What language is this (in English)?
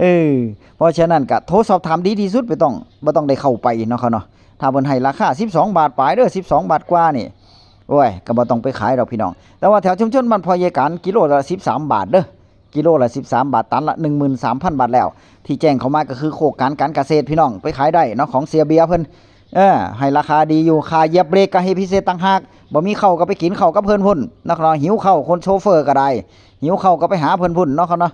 Northeastern Thai